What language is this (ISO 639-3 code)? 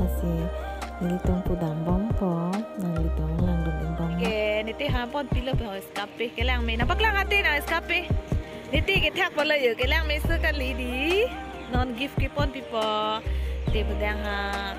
mjw